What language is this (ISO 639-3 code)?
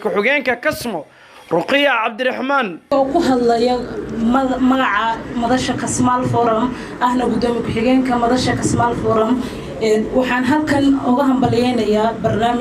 som